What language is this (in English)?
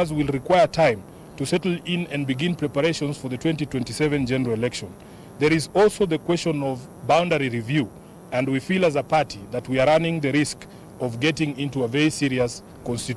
Kamba